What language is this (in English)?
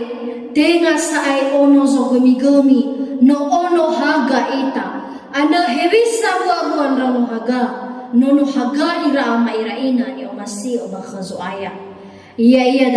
Nias